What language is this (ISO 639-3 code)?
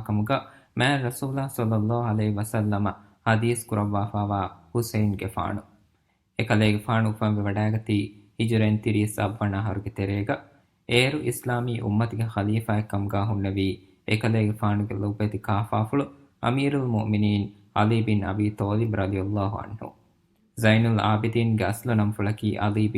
div